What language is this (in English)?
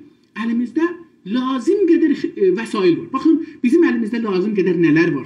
South Azerbaijani